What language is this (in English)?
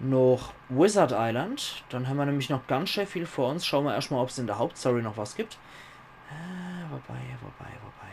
Palatine German